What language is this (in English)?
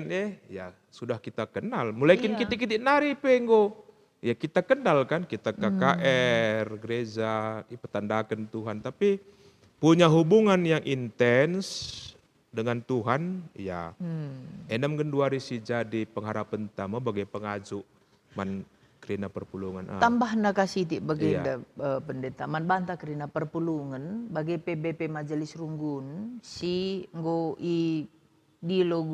Batak Karo